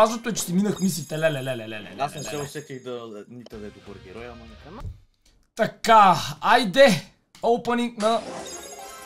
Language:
Bulgarian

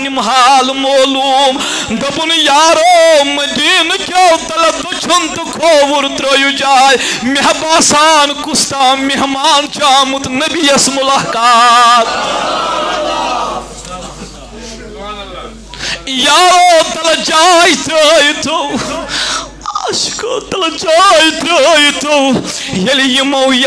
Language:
Kashmiri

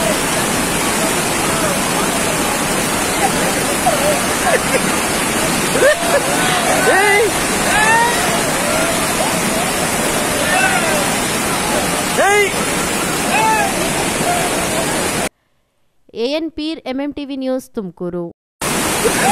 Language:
Kannada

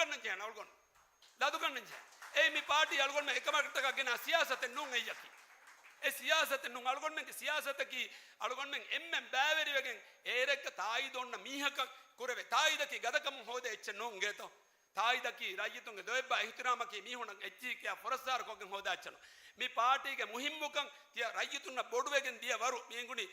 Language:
Divehi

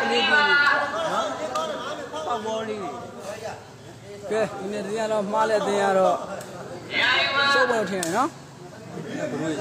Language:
Burmese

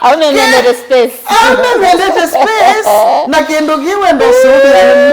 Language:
Kamba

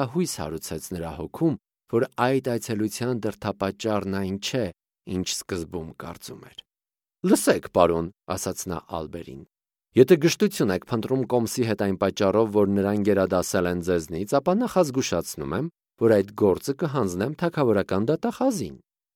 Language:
Armenian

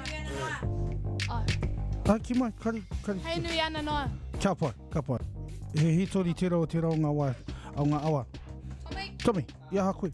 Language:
Māori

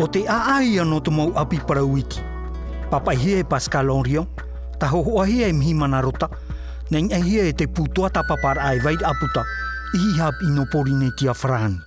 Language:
Tahitian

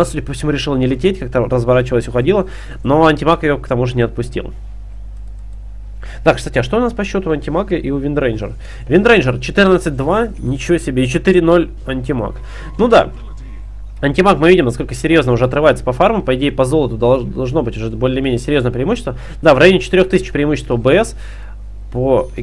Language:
Russian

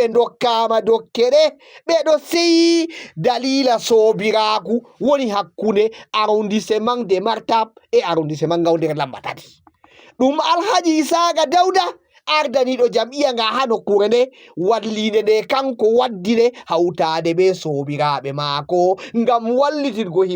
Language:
Fula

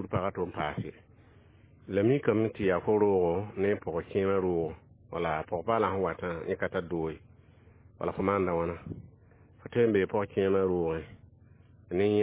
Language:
Mossi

